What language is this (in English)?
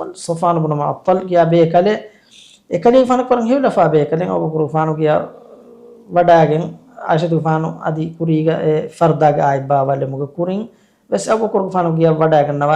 Divehi